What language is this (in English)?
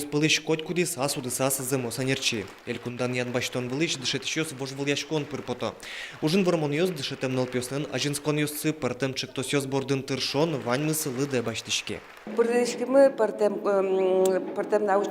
Udmurt